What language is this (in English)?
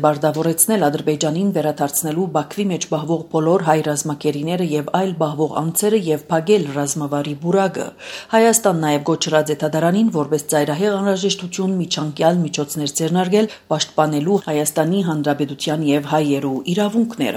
Armenian